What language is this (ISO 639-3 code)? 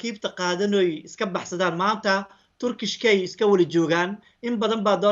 som